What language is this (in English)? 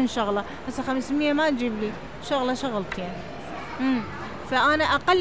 Mesopotamian Arabic